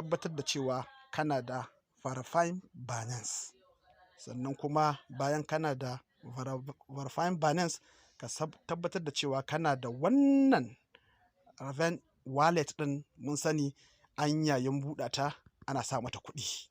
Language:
Hausa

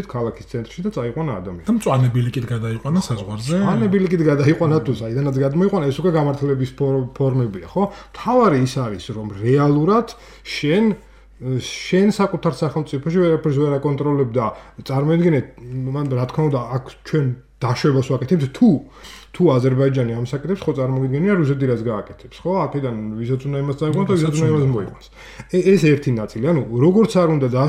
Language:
Georgian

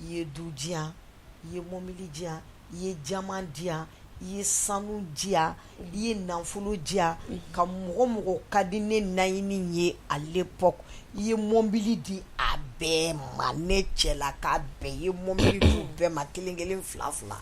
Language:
Bambara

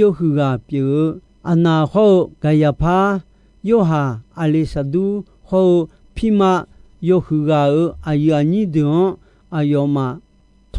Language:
Akha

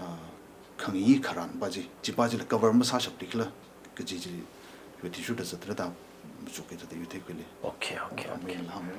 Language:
Tangkhul Naga (India)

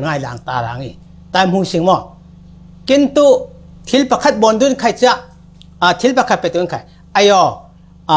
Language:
Falam Chin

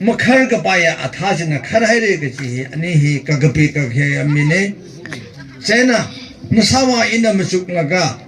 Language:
Tangkhul Naga (India)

